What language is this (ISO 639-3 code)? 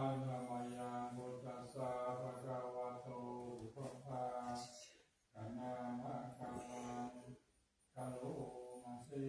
pli